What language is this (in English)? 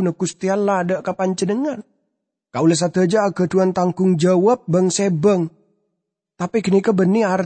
Madurese